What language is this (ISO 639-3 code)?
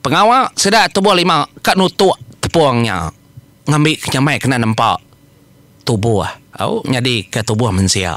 iba